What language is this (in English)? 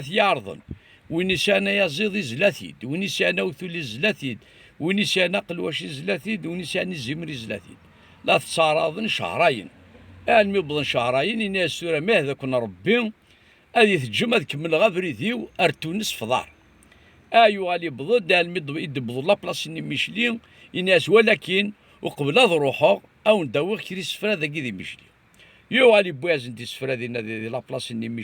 Kabyle